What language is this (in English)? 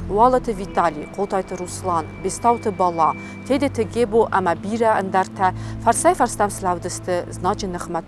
Ossetic